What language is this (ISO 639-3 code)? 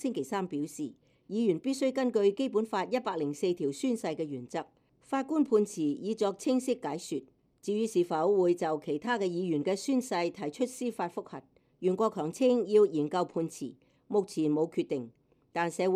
yue